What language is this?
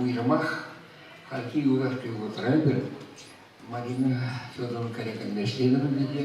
Chuvash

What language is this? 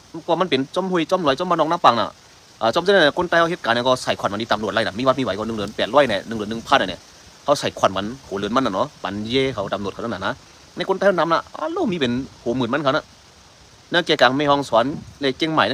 Shan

